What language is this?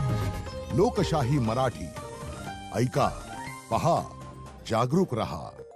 Marathi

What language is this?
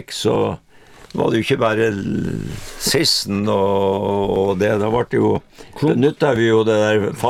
Norwegian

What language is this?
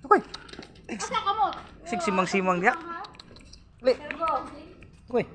Cebuano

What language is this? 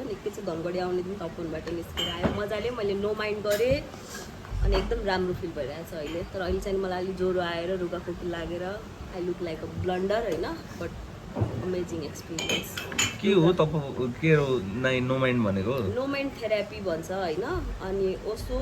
Nepali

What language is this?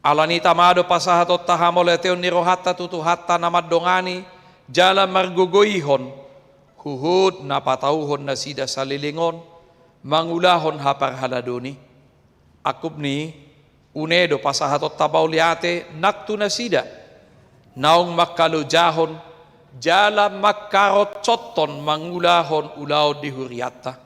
Batak Toba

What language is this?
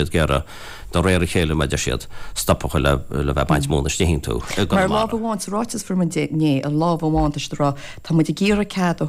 Irish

